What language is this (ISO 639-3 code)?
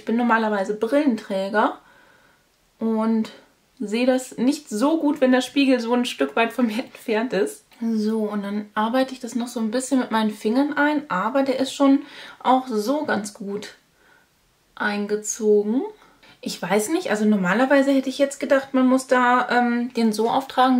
deu